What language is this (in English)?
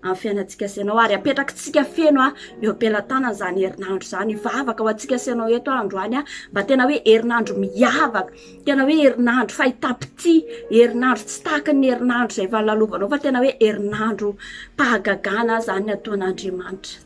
Malagasy